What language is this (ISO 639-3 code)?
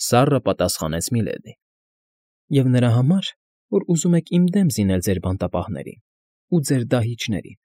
hye